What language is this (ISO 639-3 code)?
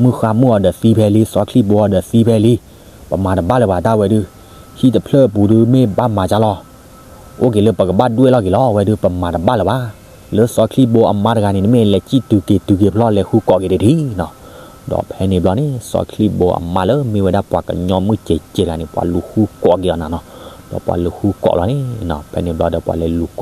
ksw